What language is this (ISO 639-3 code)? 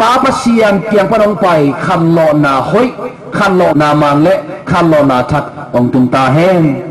ctd